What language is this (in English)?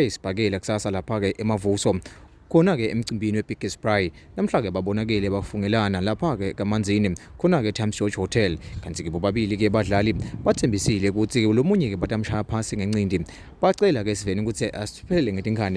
Swati